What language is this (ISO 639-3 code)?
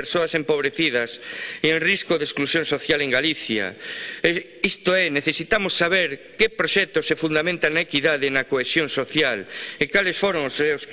glg